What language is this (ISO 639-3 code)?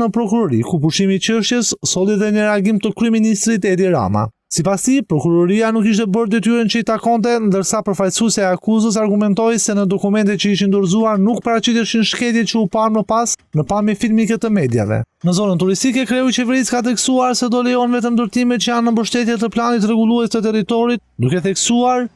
sqi